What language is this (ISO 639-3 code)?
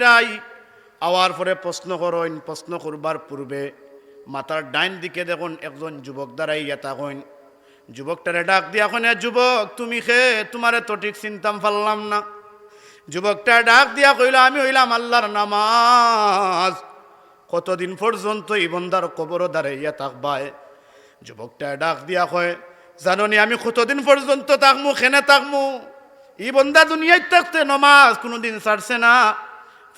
syl